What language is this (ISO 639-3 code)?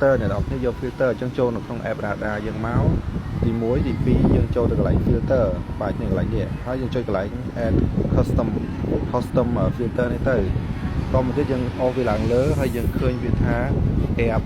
khm